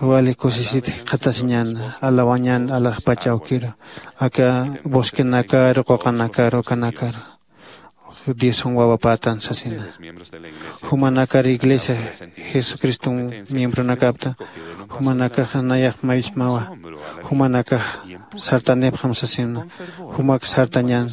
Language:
Aymara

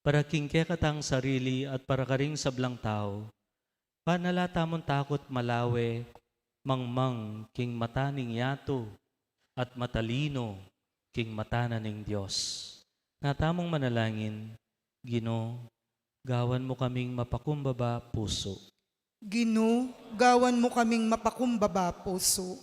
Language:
Pampanga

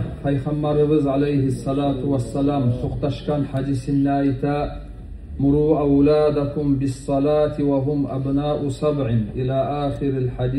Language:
Kumyk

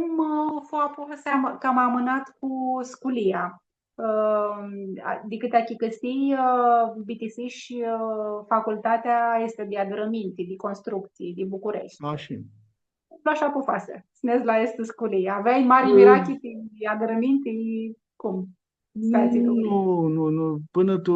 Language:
Aromanian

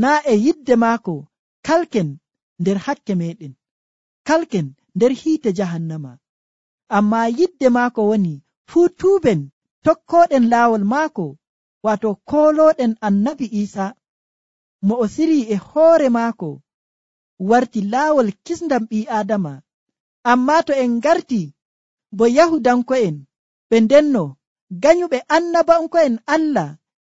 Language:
Nigerian Fulfulde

